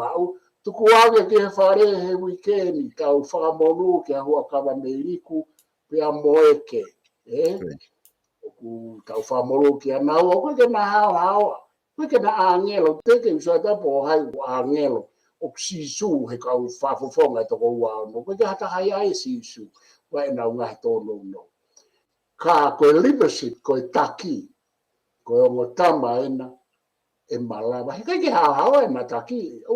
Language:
Tongan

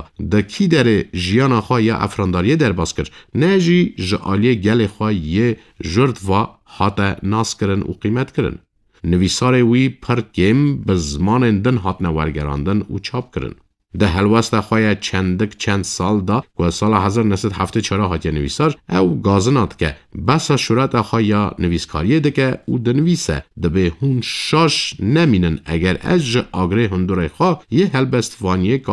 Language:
Kurdish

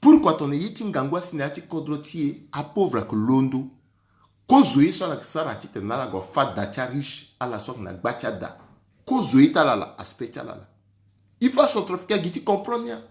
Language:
Sango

